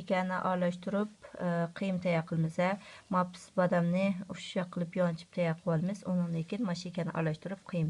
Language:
Uyghur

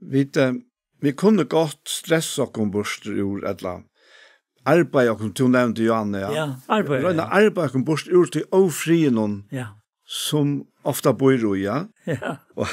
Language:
Faroese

